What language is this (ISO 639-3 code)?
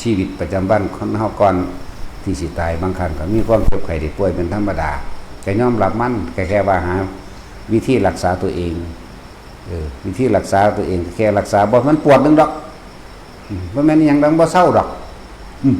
tts